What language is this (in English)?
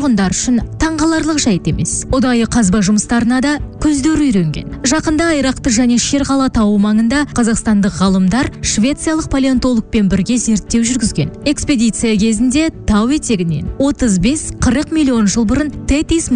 Kazakh